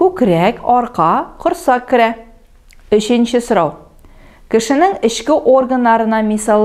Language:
Tatar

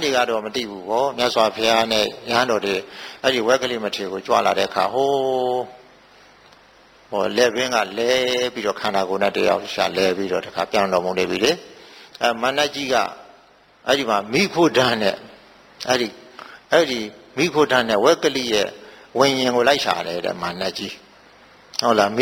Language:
Burmese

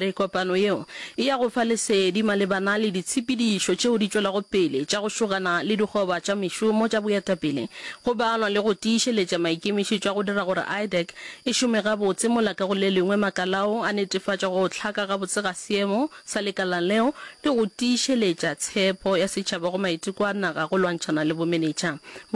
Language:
Northern Sotho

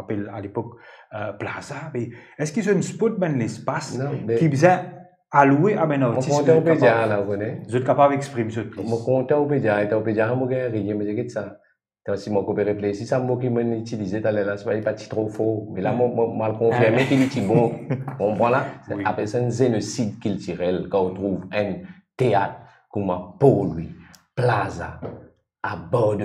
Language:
Morisyen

